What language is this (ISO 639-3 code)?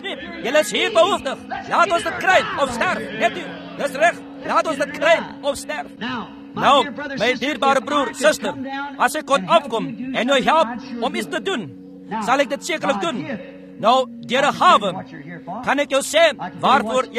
afr